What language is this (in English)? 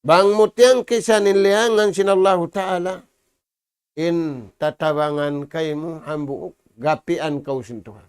Tausug